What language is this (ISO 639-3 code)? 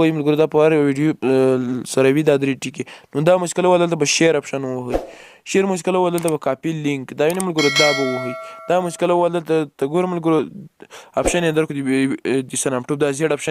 pus